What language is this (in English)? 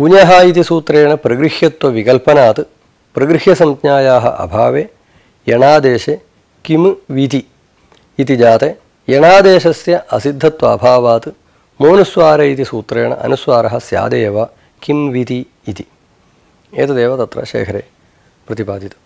Sanskrit